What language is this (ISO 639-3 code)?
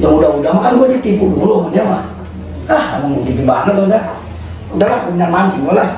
bew